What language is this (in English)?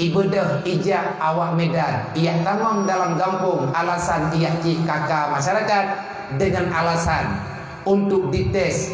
Achinese